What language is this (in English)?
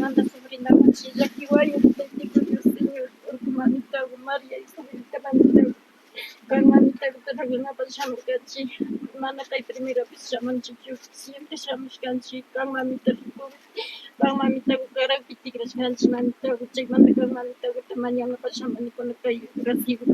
Imbabura Highland Quichua